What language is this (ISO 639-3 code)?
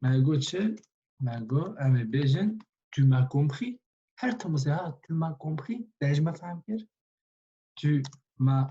kur